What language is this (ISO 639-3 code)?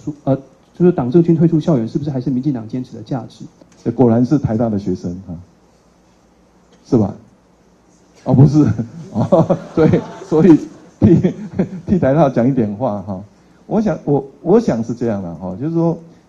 zho